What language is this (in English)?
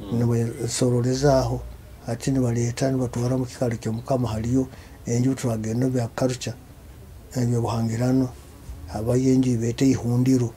Nyoro